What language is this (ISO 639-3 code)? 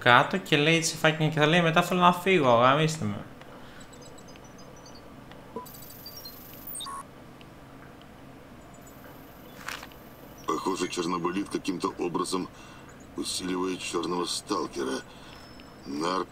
ell